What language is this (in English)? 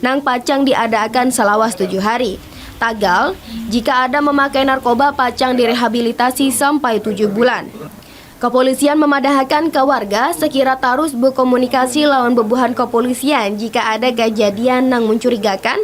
Banjar